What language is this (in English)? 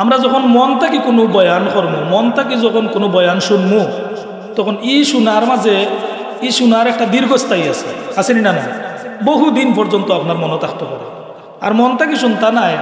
Sylheti